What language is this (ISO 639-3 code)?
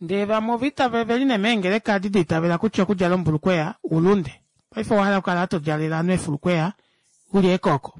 kua